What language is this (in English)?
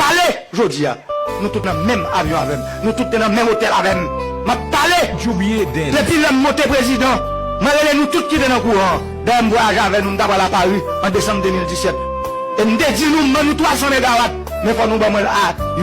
Haitian Creole